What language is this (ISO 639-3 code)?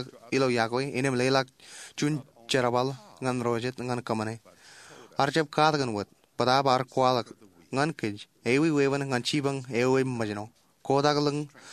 mah